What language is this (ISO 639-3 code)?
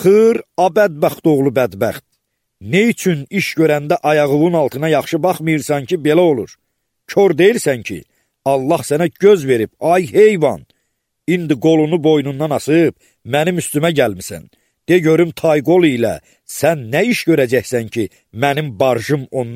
aze